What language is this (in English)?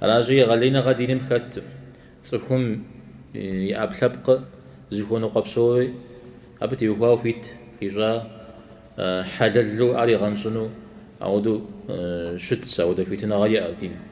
Kabardian